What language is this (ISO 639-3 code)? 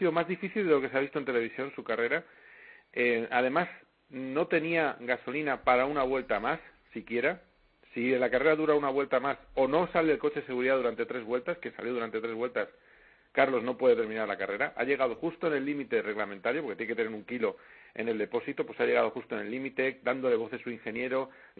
spa